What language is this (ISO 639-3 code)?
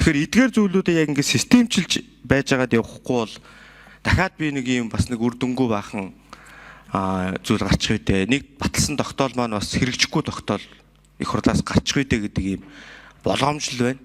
mon